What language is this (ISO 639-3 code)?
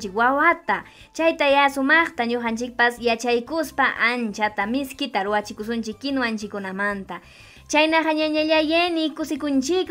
quy